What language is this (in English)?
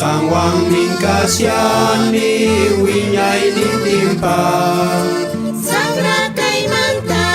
South Bolivian Quechua